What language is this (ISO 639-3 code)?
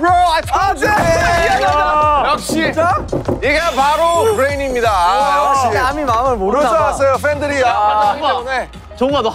kor